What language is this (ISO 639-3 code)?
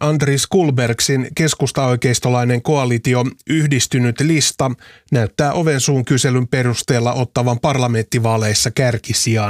fin